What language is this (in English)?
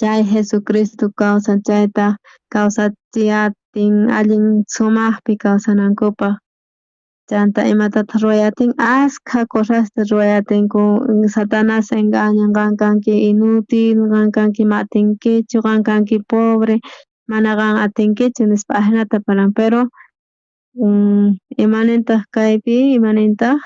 South Bolivian Quechua